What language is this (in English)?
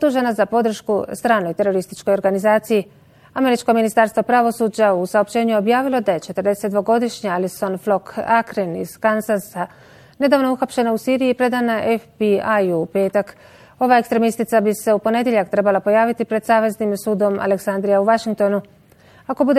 Bosnian